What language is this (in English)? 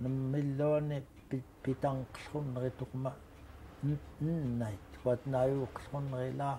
Central Yupik